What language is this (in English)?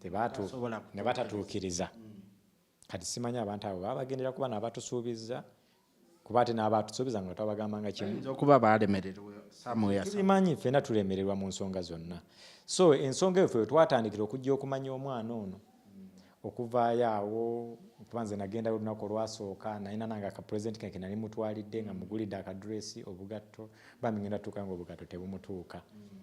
Ganda